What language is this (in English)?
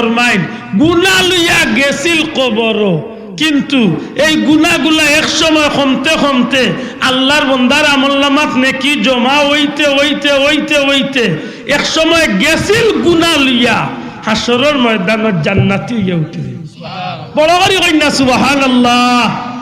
Sylheti